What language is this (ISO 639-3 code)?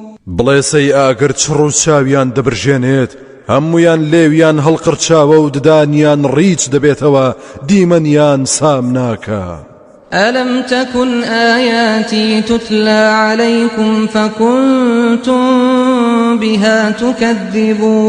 ckb